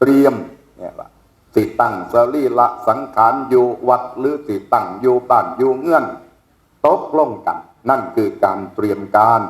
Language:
Northeastern Thai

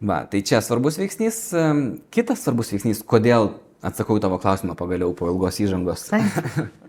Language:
Lithuanian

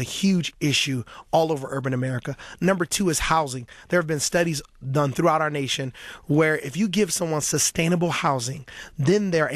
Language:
English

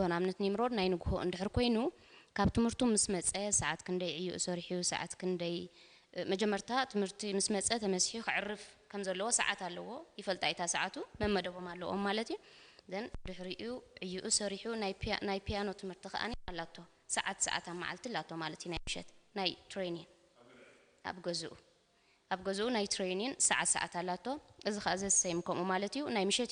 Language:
Tigrinya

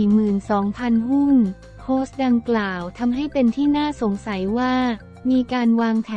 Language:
Thai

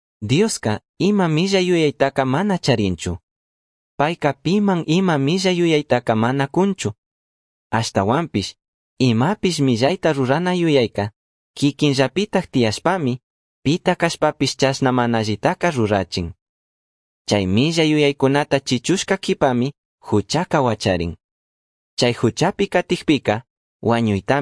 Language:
Chimborazo Highland Quichua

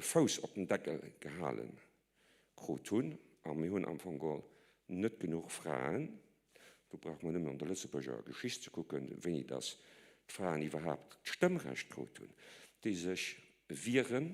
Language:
Luxembourgish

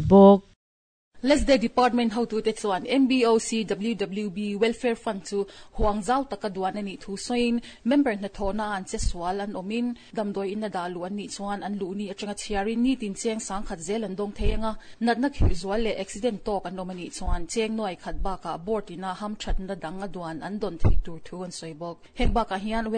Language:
Mizo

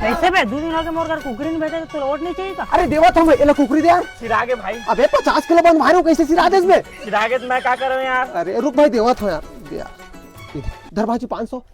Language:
Chhattisgarhi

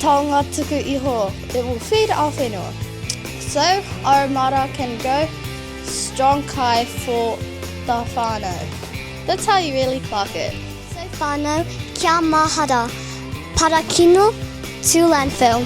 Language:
Māori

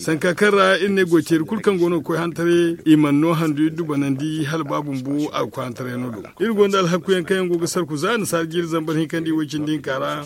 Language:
Zarma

